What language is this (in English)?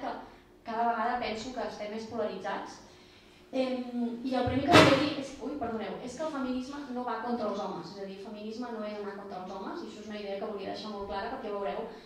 Catalan